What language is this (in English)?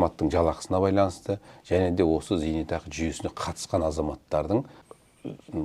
Kazakh